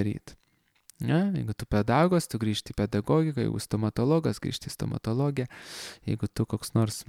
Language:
Lithuanian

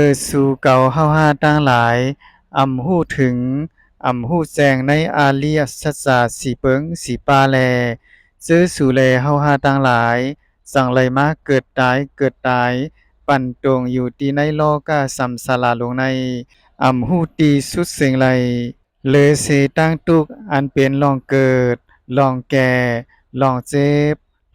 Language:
Shan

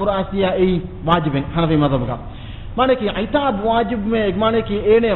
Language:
Divehi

